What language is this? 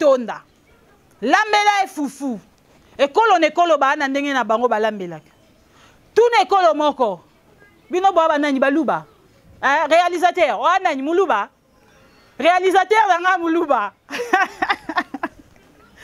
Lingala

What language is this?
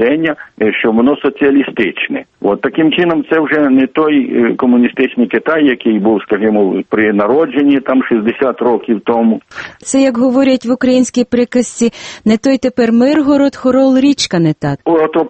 Ukrainian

